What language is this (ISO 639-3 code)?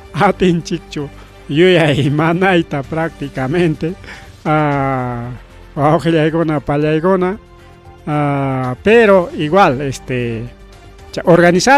quy